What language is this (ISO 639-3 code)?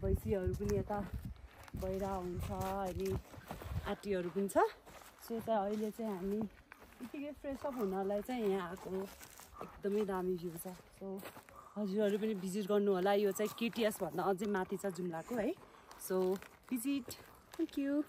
nep